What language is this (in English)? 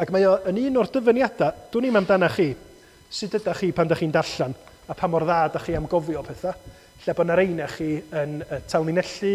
Welsh